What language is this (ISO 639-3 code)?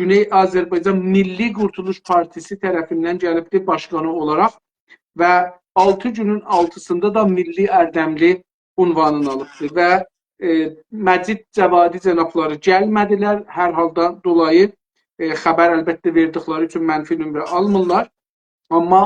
azb